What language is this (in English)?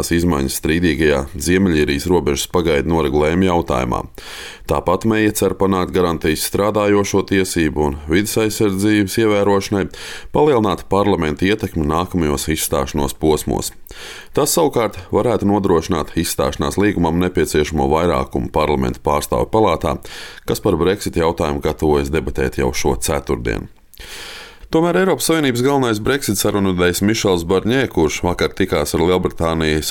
Latvian